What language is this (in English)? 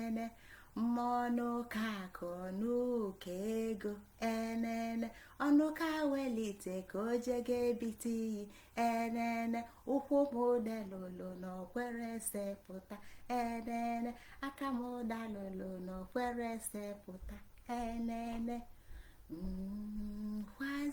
Igbo